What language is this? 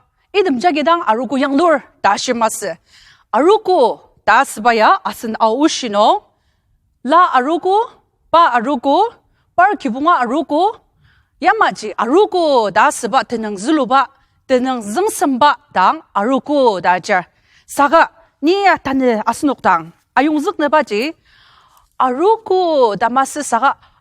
Ao Naga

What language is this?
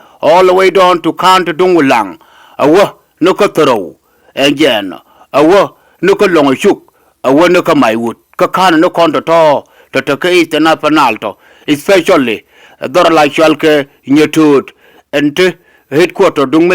Nuer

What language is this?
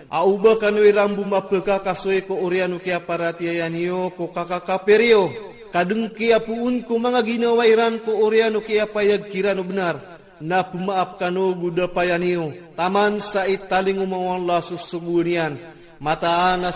Iranun (Philippines)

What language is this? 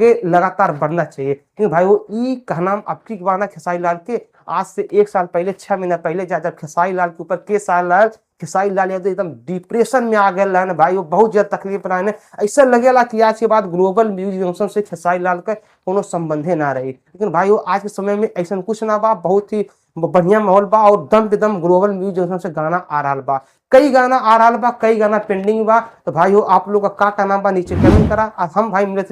Bhojpuri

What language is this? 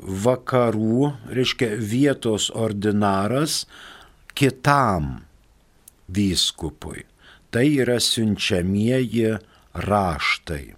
Lithuanian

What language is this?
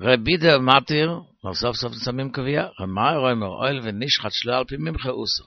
Yiddish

